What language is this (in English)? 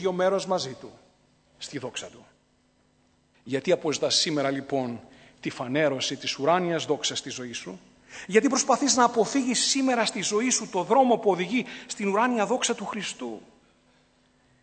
Greek